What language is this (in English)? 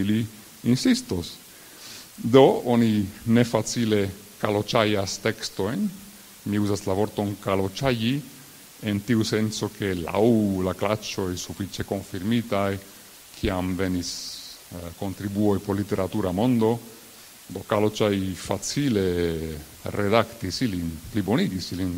Esperanto